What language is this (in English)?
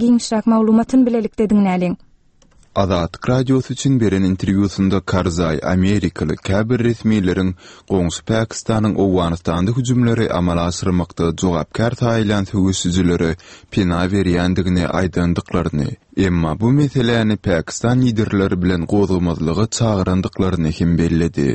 Turkmen